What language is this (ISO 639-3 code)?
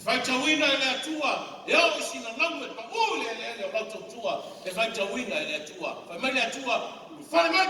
smo